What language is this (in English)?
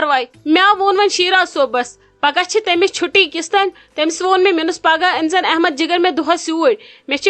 Kashmiri